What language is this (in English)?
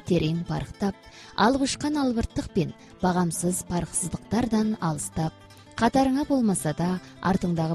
Kazakh